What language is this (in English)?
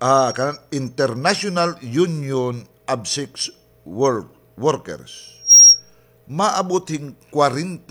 Waray